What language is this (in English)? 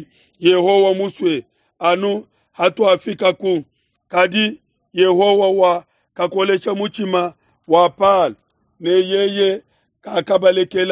Luba-Lulua